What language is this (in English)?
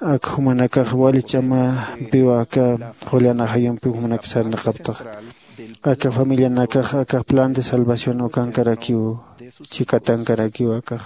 Aymara